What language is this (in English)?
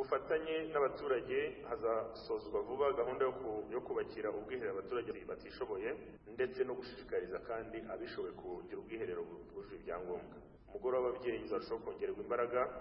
Kinyarwanda